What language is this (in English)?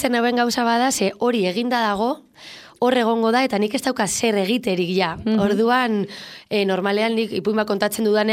Basque